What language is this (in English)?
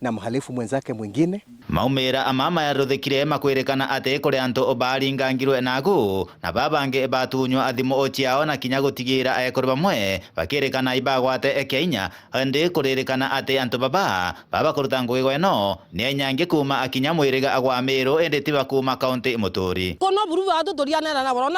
Meru